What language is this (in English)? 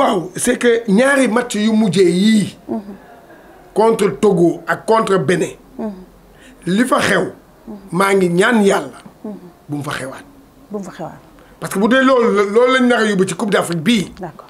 Wolof